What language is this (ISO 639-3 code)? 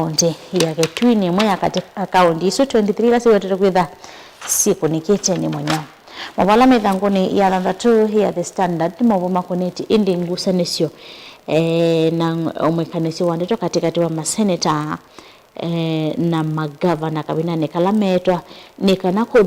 kam